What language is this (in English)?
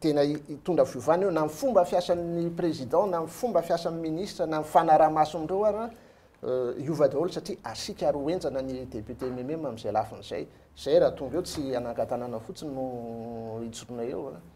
Malagasy